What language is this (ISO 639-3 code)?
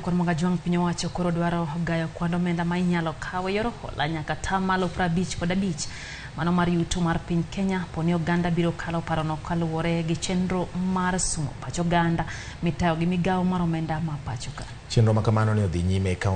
luo